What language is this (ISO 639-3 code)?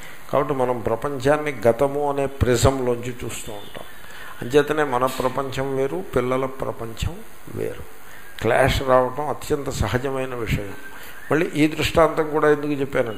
tel